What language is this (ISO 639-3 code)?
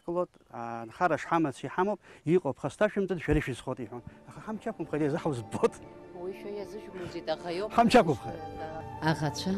abk